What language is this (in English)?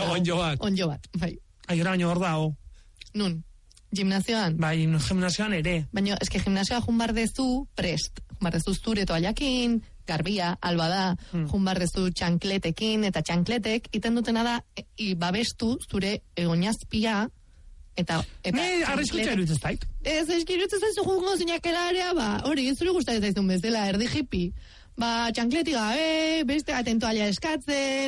Basque